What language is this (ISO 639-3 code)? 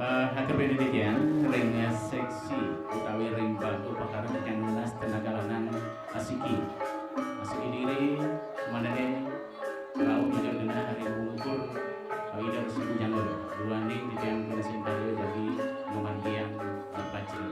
ban